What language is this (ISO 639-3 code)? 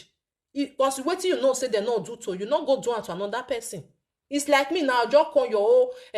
pcm